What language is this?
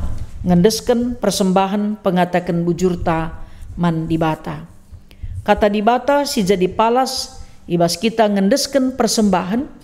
Batak Karo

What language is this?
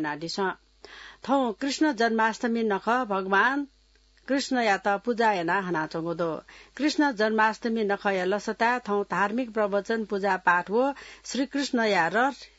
Newari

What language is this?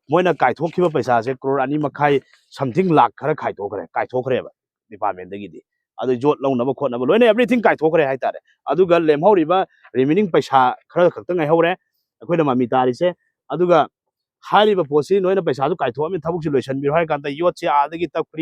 Manipuri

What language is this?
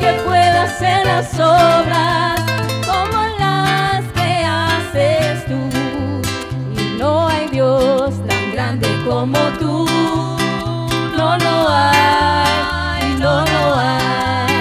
Spanish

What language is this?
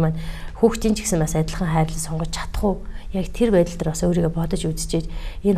Mongolian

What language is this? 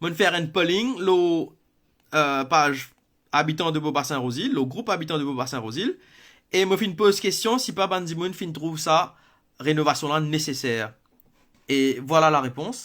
Morisyen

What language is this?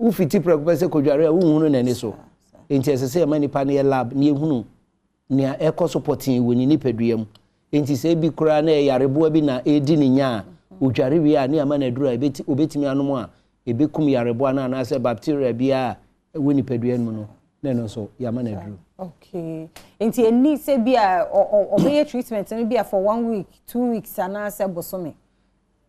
Akan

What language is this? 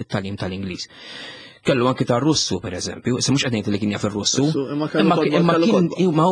Maltese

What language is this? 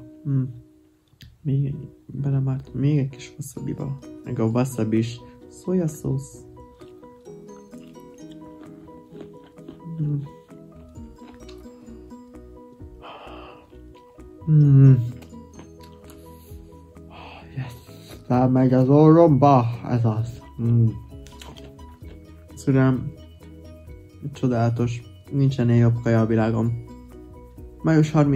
Hungarian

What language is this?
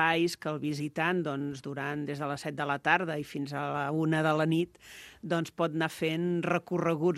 Catalan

